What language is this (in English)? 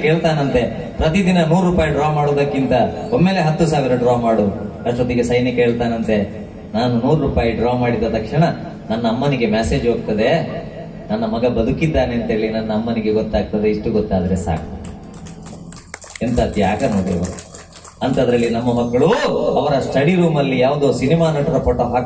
Kannada